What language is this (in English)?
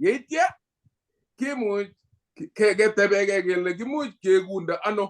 Kalenjin